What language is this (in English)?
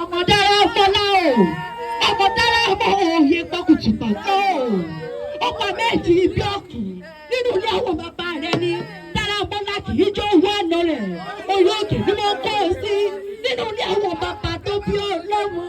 Yoruba